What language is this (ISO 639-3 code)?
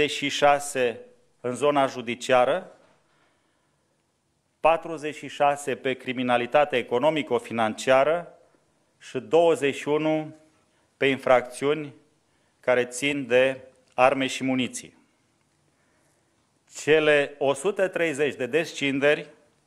ron